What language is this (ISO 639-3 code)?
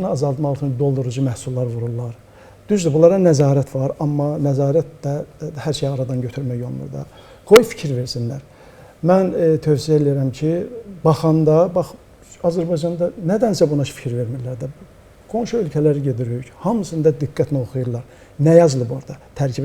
aze